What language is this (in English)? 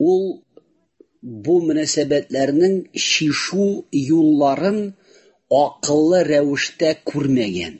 Tatar